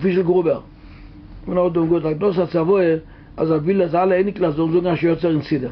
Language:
Yiddish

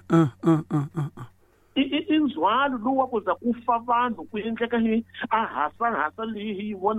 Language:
Tsonga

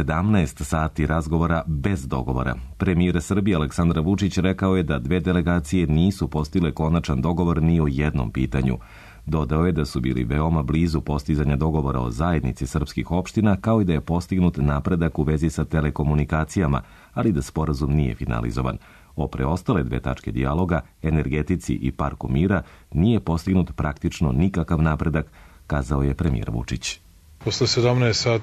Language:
Serbian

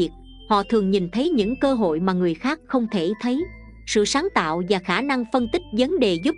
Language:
Vietnamese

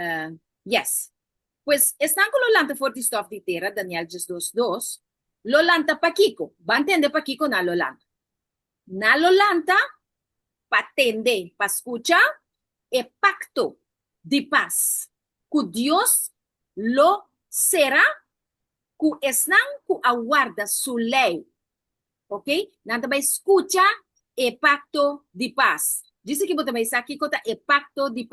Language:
Papiamento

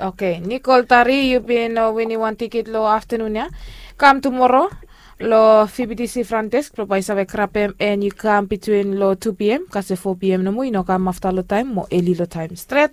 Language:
Bislama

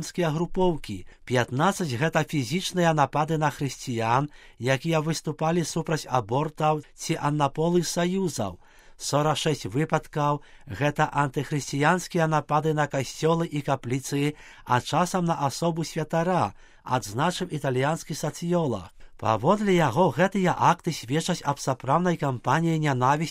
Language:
Belarusian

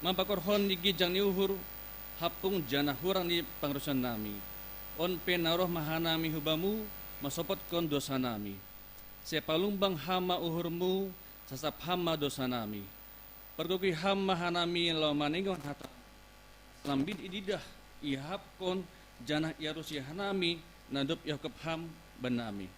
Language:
Batak Simalungun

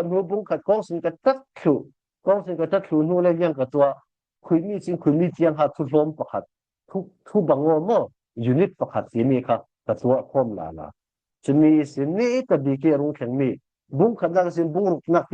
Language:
Falam Chin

